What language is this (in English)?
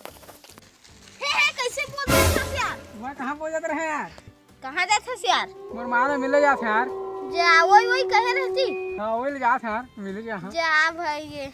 Chhattisgarhi